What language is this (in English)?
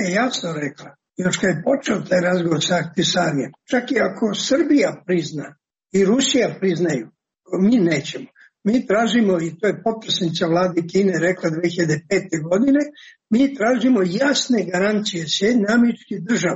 Serbian